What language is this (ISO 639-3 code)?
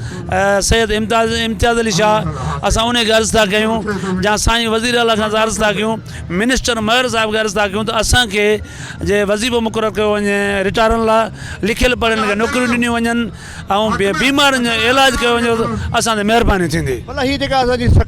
snd